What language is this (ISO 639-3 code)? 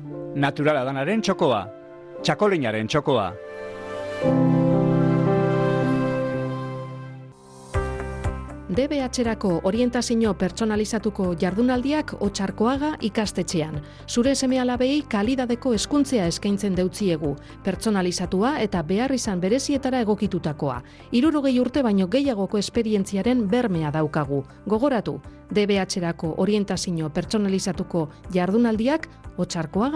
eus